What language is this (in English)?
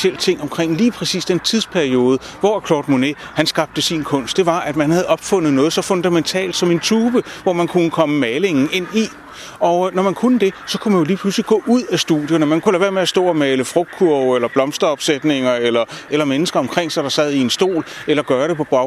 Danish